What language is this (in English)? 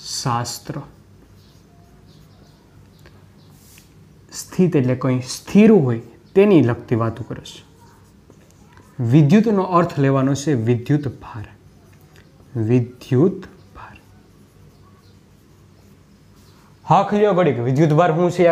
Gujarati